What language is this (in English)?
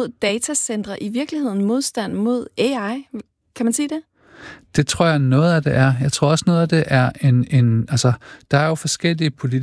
Danish